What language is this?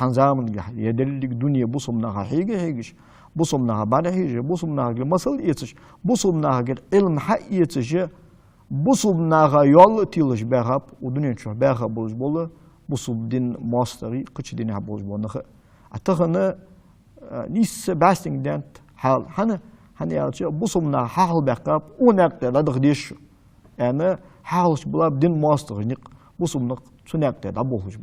Ingush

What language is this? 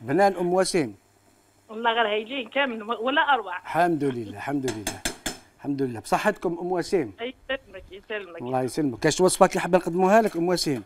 Algerian Arabic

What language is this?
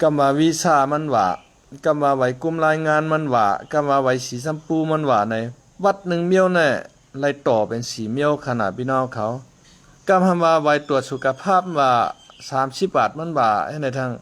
Shan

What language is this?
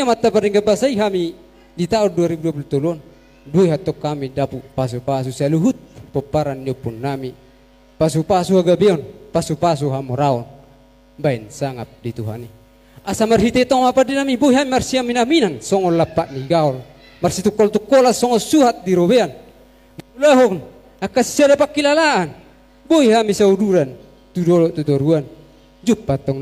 Batak Toba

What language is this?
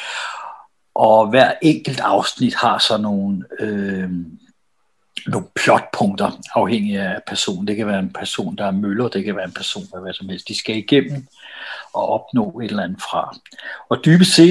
Danish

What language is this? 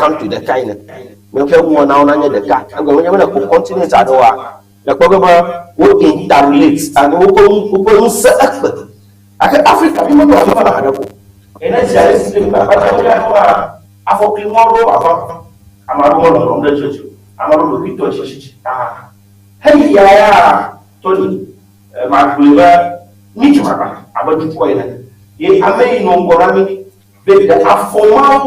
Ewe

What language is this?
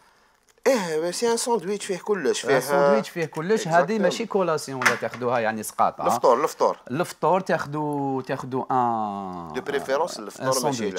Algerian Arabic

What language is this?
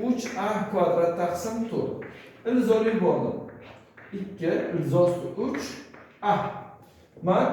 Uzbek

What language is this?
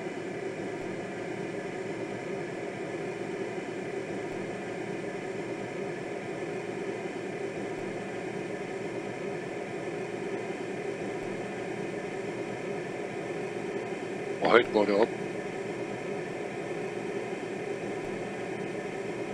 Danish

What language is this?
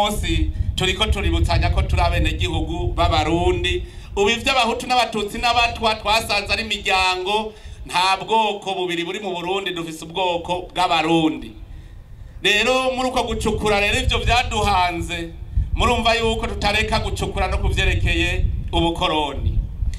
Rundi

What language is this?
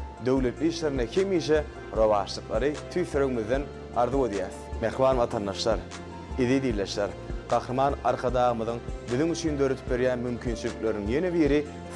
Turkmen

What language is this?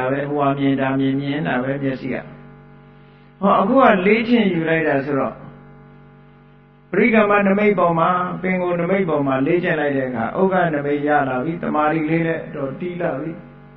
Burmese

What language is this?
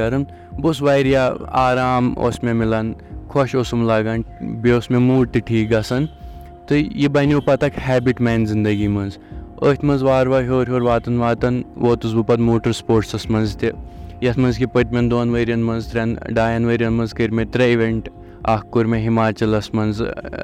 Kashmiri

